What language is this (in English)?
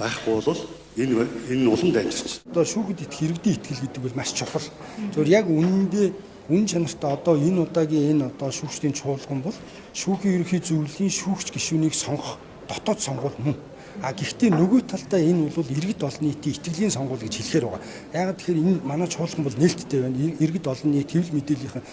Mongolian